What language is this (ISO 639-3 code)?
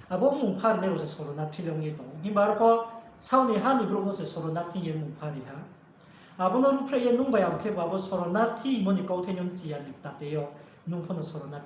ria